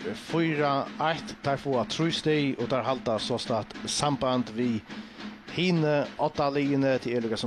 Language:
Faroese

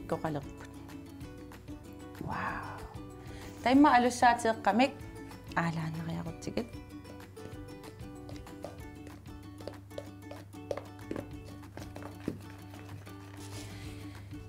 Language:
Kalaallisut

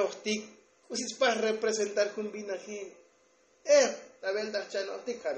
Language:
Tzotzil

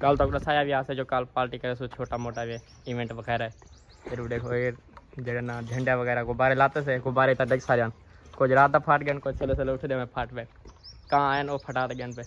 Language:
Saraiki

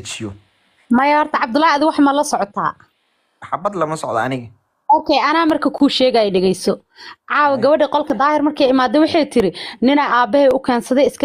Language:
Somali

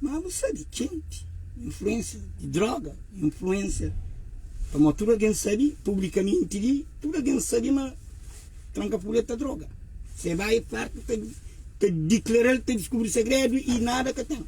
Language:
Kabuverdianu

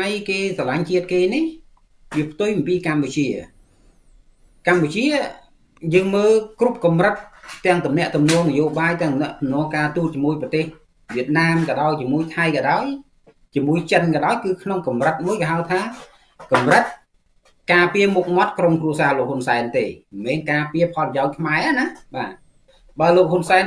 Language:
Khmer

